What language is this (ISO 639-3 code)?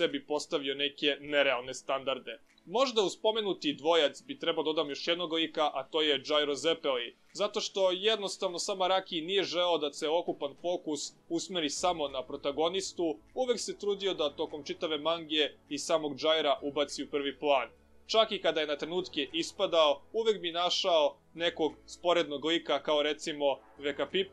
srp